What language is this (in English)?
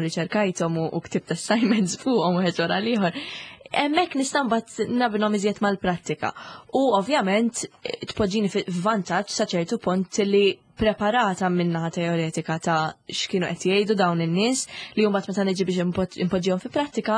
Maltese